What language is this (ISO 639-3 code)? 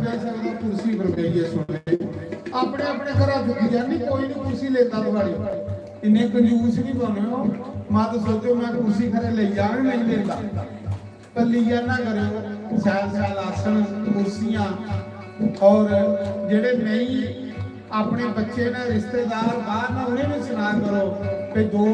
doi